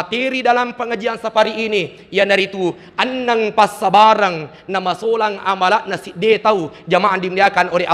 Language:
Buginese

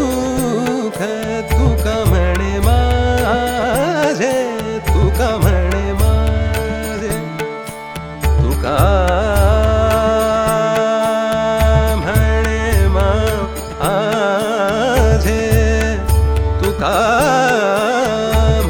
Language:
Marathi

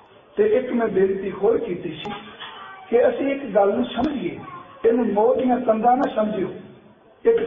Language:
Punjabi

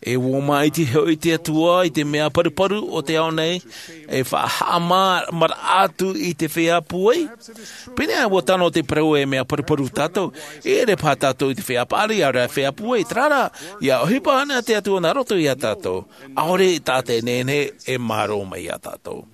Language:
Tahitian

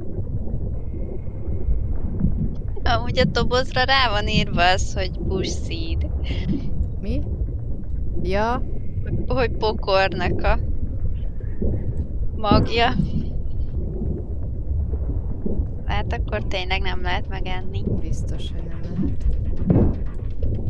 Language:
Hungarian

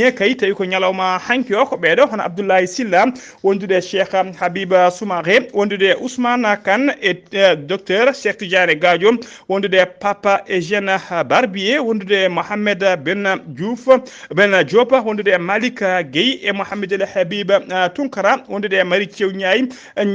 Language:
Fula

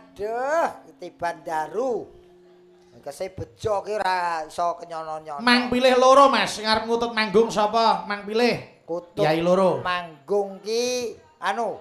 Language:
Javanese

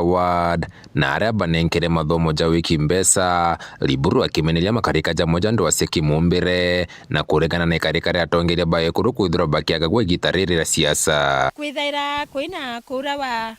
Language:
Meru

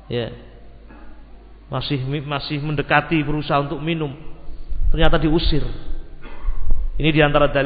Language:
Indonesian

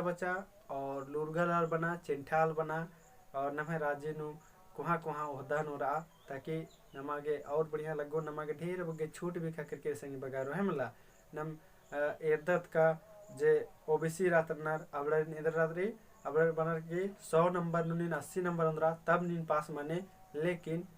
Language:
Kurukh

